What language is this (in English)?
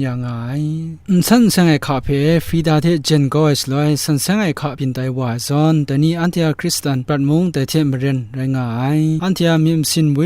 Kachin